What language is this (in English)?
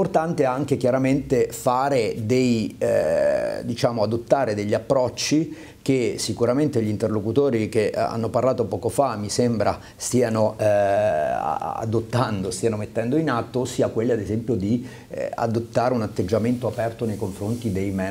Italian